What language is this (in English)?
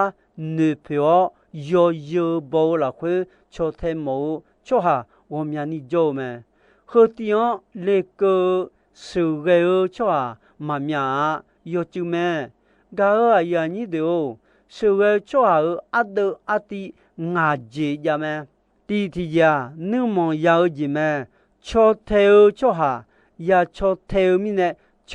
Akha